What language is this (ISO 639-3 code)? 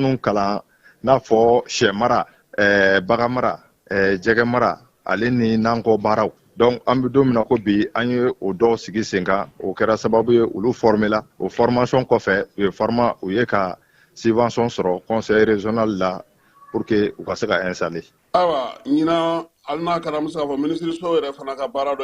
bam